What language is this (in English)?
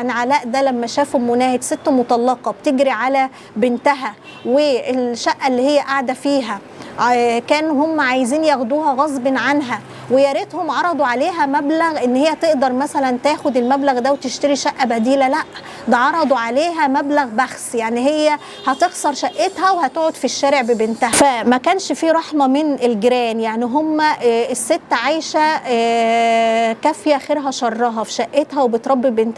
Egyptian Arabic